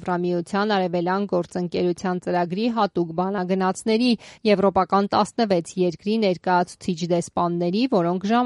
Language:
Armenian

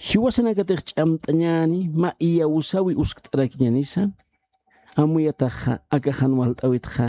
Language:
Aymara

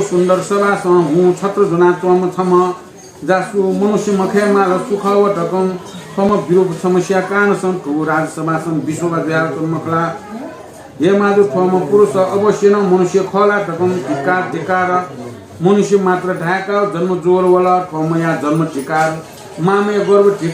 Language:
Newari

